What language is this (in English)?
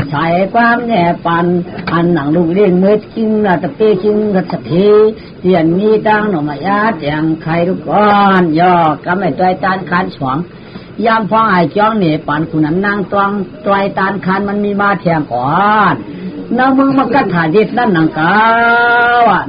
Shan